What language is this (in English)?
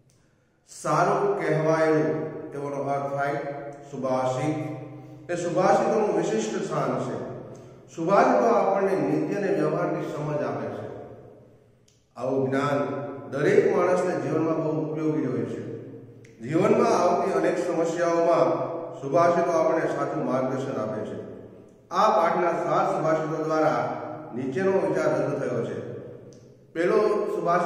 Gujarati